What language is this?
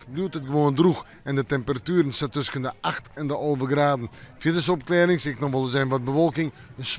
Western Frisian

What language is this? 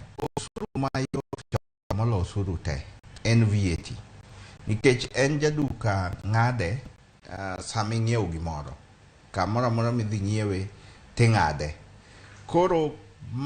Luo (Kenya and Tanzania)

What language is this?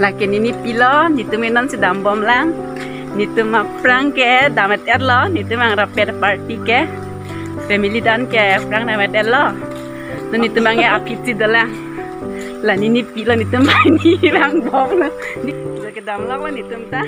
Karbi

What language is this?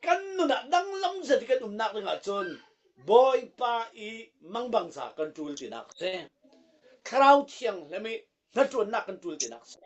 Falam Chin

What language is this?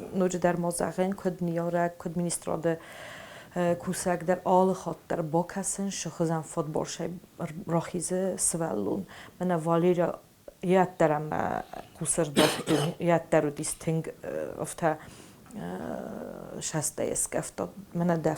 Ossetic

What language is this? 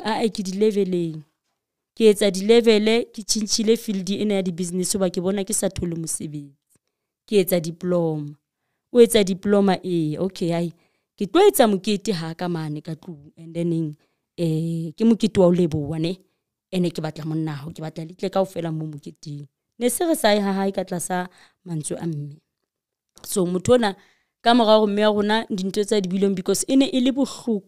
Southern Sotho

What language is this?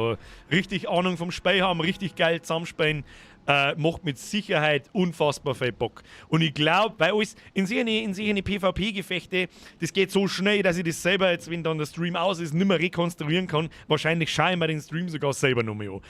Bavarian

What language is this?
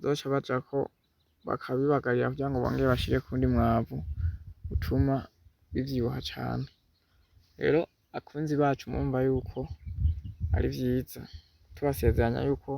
Rundi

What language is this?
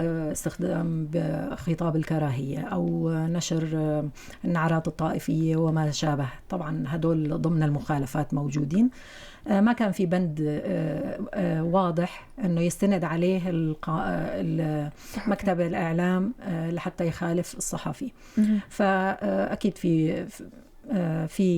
North Levantine Arabic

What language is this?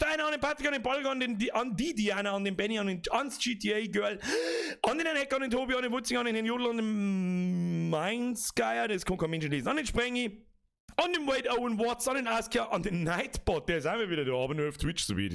Bavarian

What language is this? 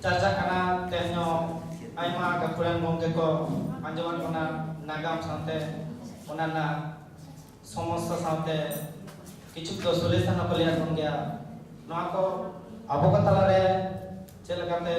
Santali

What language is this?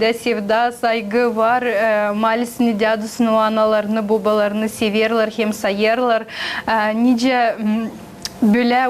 Gagauz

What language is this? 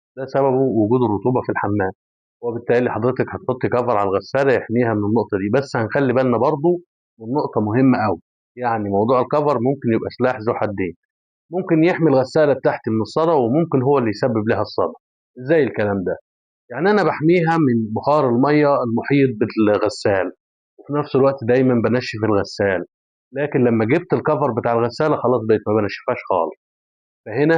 Egyptian Arabic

